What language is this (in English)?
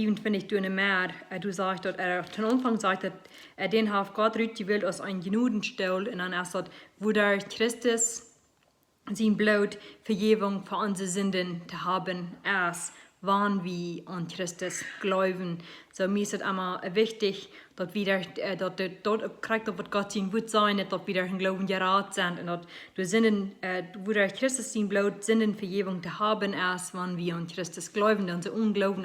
Plautdietsch